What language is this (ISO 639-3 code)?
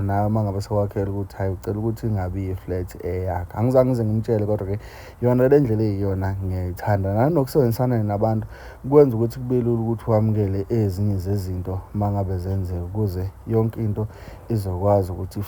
zul